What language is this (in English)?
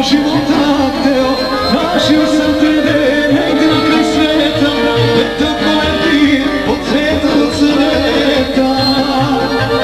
Serbian